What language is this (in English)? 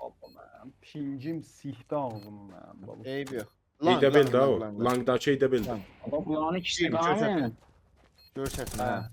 South Azerbaijani